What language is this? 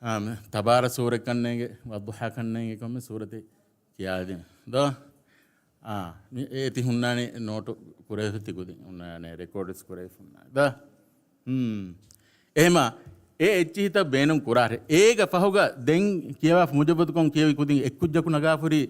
Divehi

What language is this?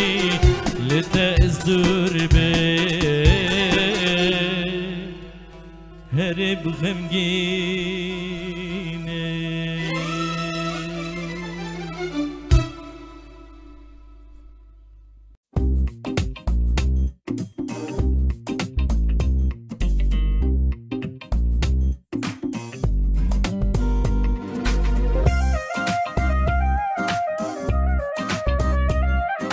Persian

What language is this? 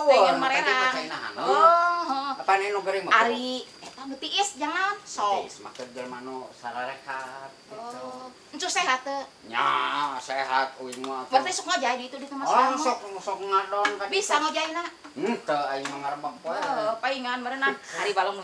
Sundanese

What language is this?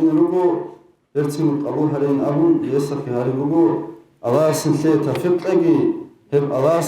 Avaric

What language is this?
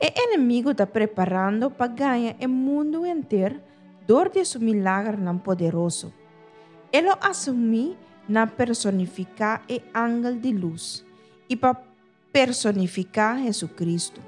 Papiamento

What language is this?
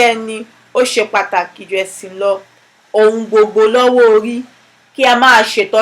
Yoruba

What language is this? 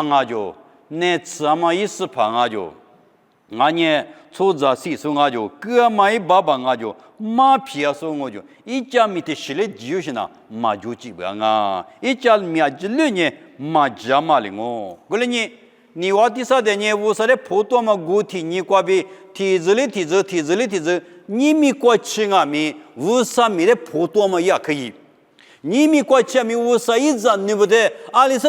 Lisu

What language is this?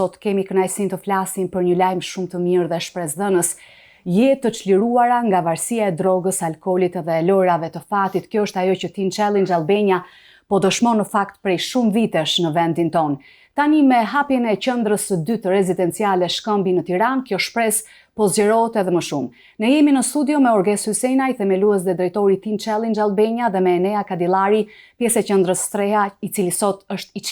Albanian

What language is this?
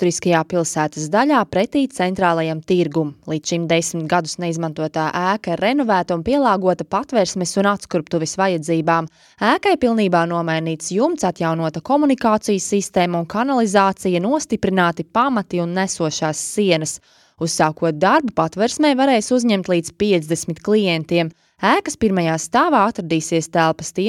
Latvian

